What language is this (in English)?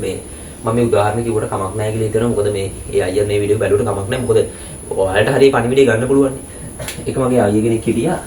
Sinhala